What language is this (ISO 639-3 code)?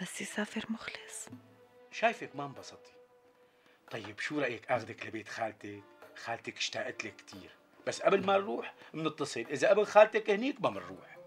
apc